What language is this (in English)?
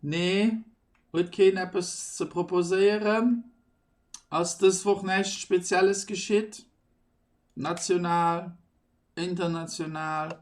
Luxembourgish